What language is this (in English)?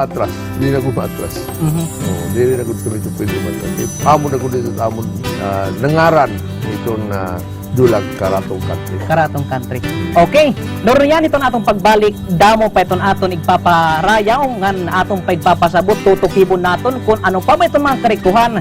Waray